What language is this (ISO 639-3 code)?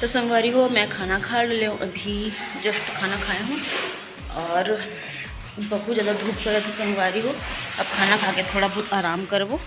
hne